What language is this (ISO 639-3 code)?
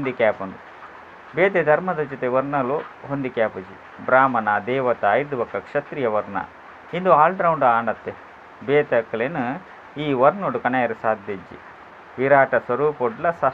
tcy